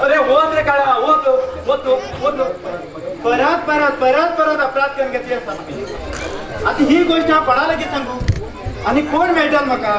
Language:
Konkani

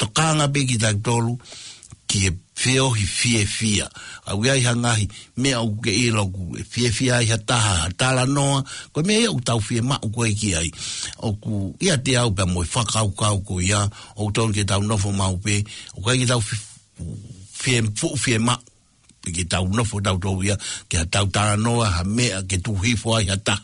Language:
Tongan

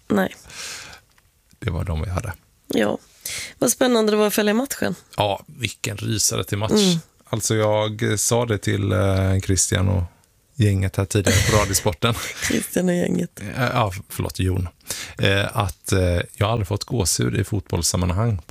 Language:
Swedish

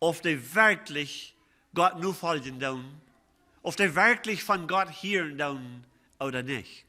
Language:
Plautdietsch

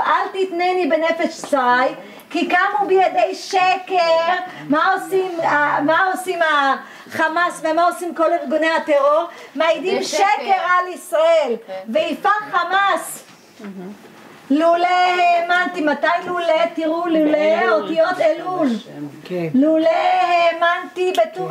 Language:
Hebrew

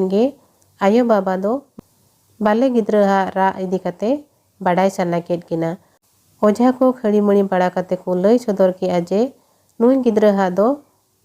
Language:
Santali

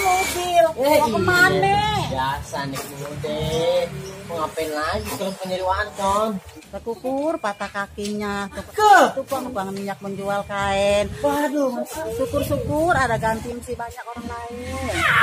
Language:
Betawi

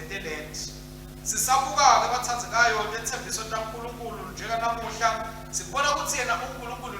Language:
Swati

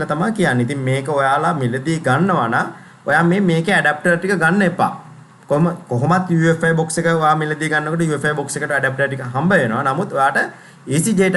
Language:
Sinhala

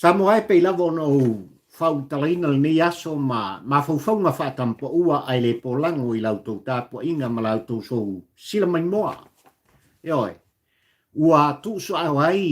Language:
Samoan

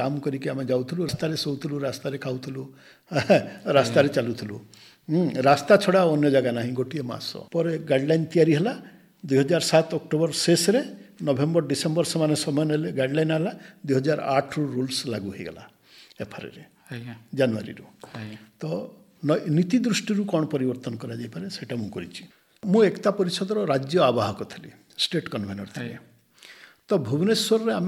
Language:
Odia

